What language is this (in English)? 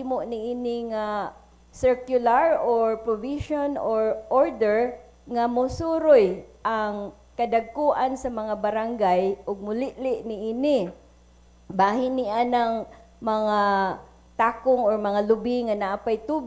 Cebuano